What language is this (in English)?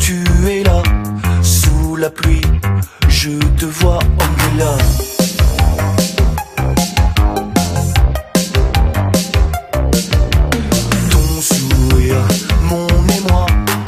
French